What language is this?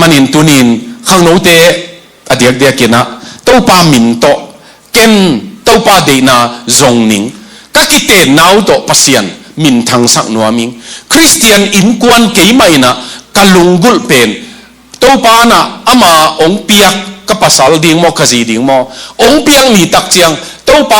Tedim Chin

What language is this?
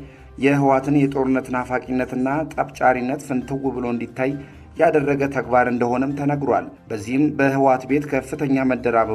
Amharic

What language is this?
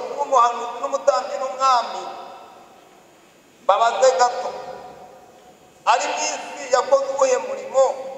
Kinyarwanda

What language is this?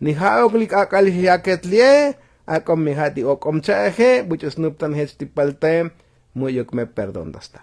Tzotzil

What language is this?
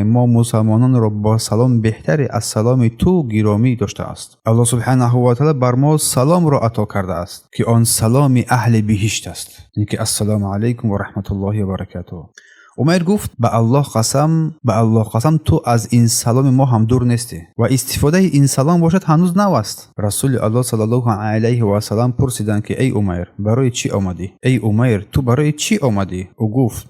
Tajik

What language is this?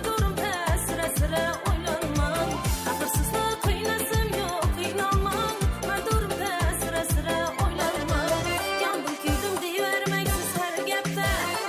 Kara-Kalpak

